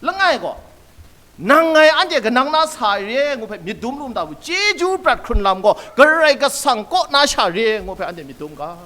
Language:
Kachin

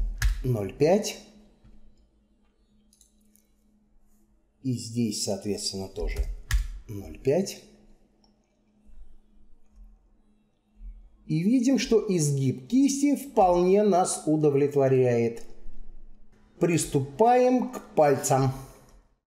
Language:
Russian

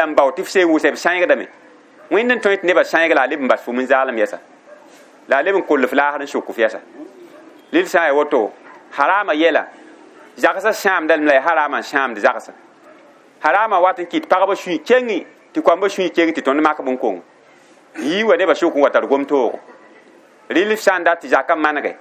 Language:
Mossi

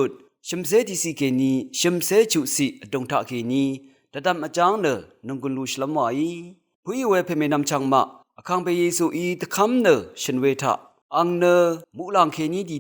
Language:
Rawang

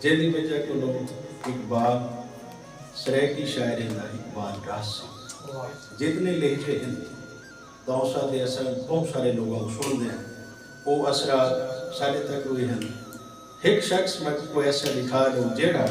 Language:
Saraiki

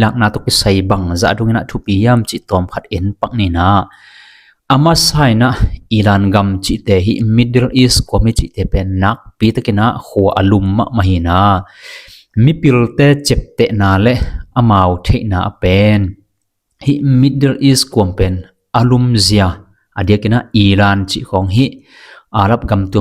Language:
Tedim Chin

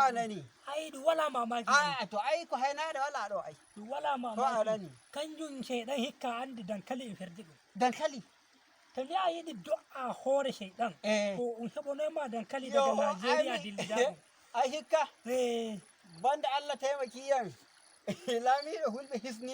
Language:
Fula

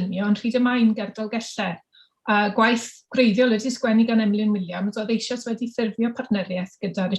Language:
Welsh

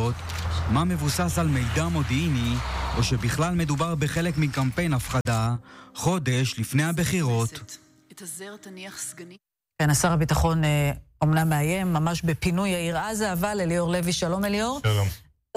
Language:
Hebrew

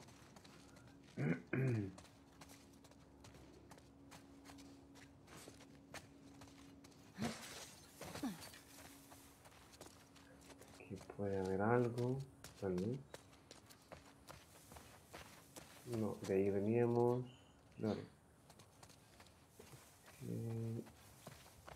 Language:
Spanish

